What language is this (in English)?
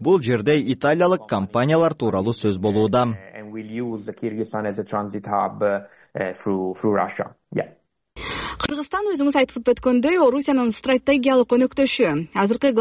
Kyrgyz